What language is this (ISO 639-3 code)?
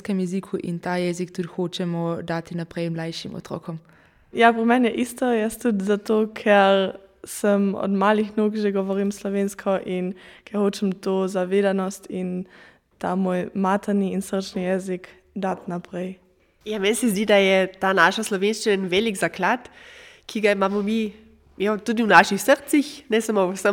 slv